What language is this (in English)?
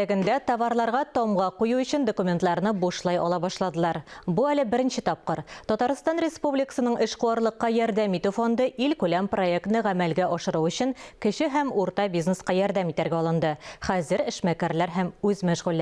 Tatar